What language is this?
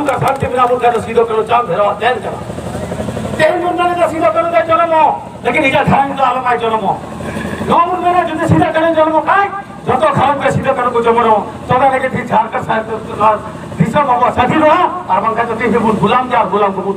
Santali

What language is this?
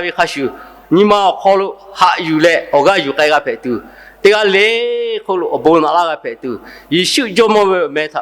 Lahu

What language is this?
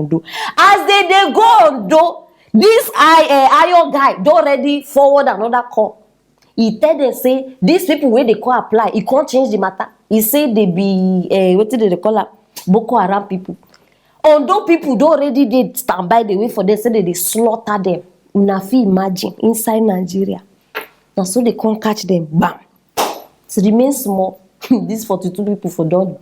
Nigerian Pidgin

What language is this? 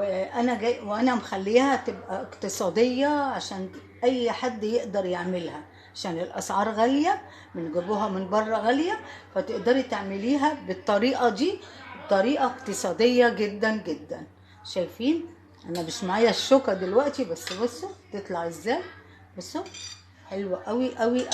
Egyptian Arabic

